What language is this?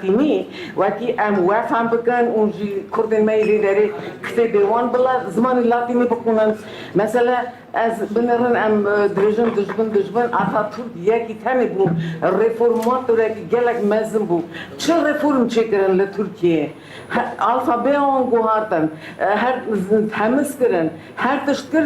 Kurdish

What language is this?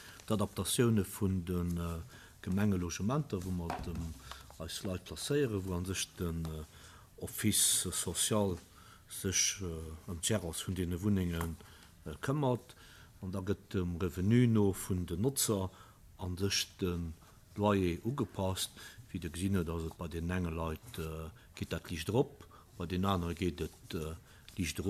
Luxembourgish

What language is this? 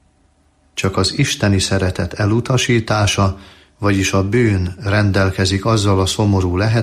Hungarian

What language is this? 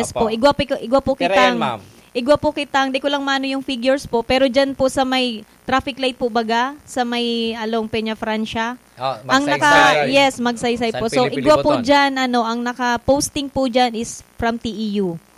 Bikol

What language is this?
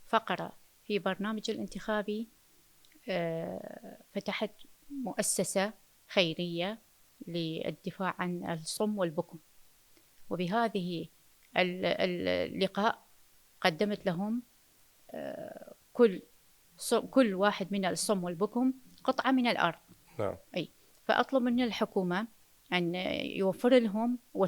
Mesopotamian Arabic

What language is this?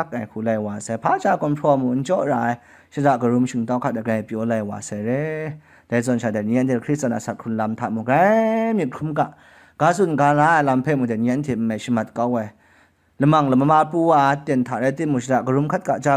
Kachin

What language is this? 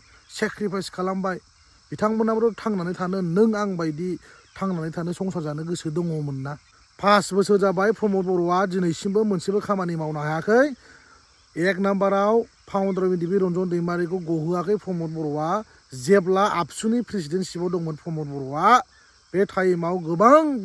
Bodo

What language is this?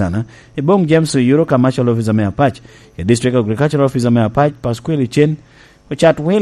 Lango (Uganda)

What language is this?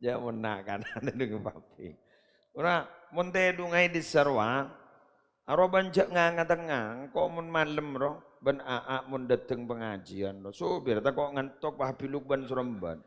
Madurese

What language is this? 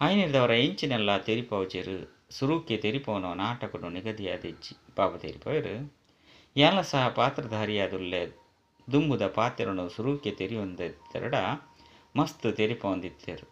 Tulu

